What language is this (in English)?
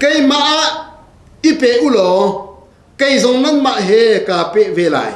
Hakha Chin